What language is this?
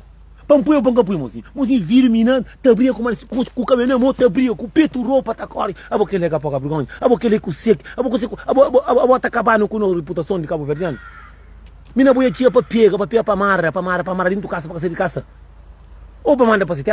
Kabuverdianu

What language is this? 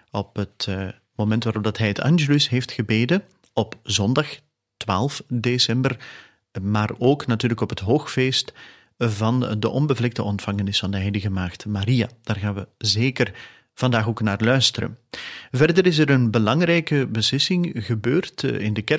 Dutch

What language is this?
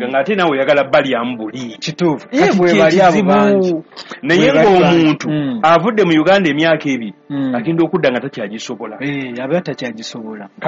Ganda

